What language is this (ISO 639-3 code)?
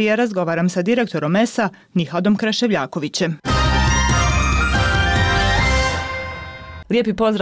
bos